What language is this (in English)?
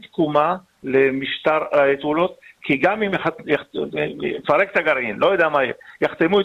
Hebrew